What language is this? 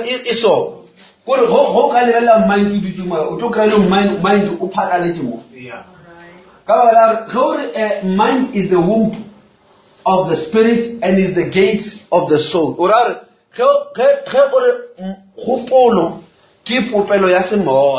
Northern Sotho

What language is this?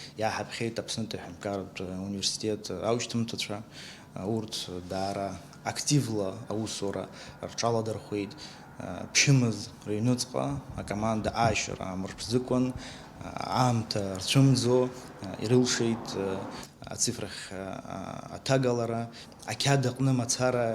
Abkhazian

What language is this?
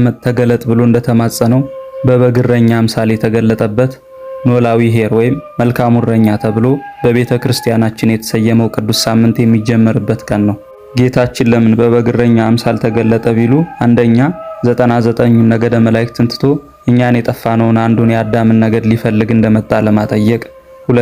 Amharic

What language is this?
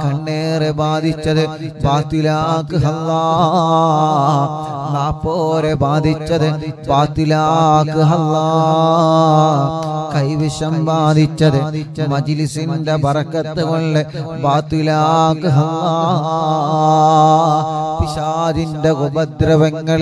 Malayalam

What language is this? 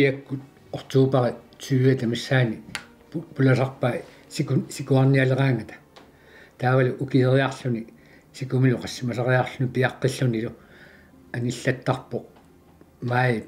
Kalaallisut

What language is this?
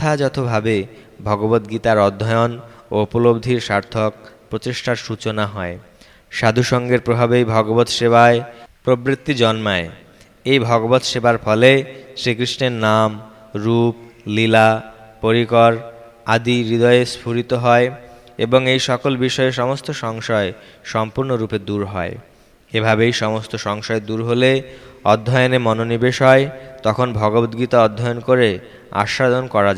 Bangla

